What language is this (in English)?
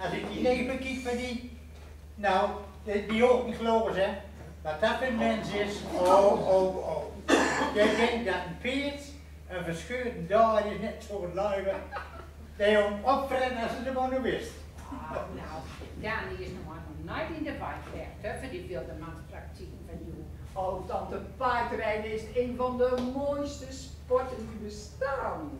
Gronings